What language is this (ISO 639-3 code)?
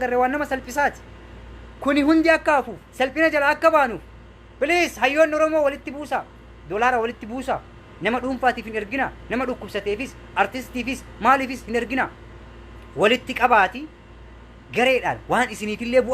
orm